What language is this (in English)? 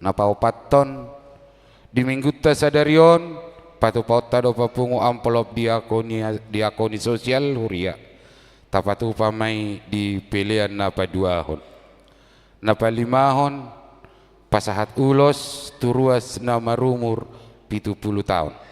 Batak Toba